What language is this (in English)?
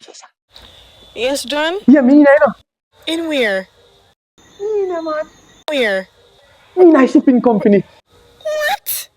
Jamaican Creole English